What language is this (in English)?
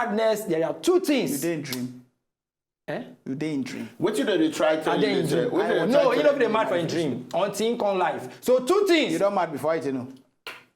Nigerian Pidgin